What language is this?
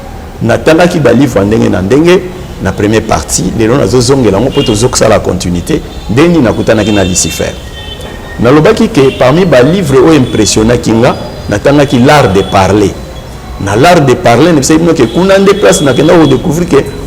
Lingala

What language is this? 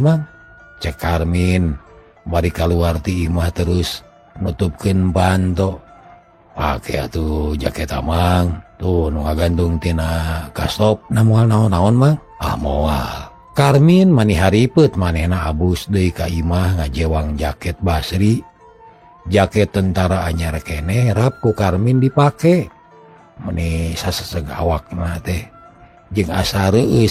Sundanese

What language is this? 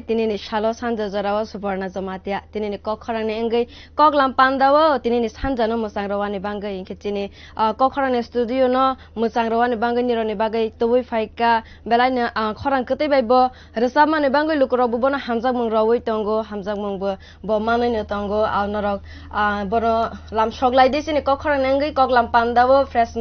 Kok Borok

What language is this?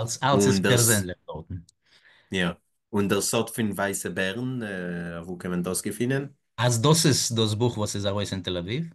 Yiddish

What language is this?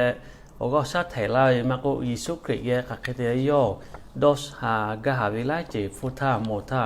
Lahu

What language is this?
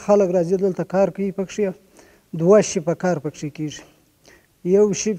Pashto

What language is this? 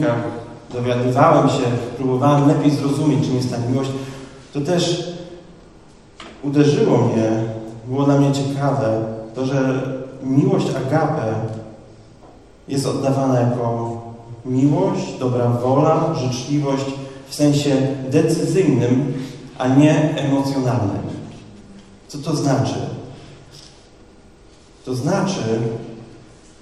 Polish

